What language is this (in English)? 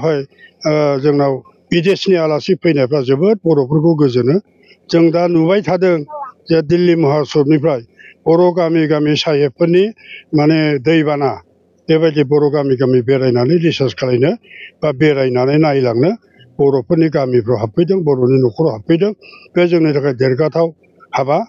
Bodo